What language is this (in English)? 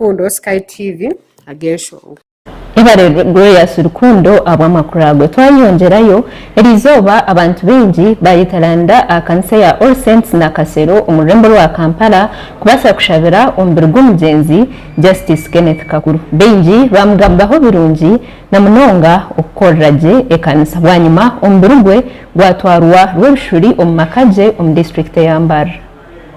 Nyankole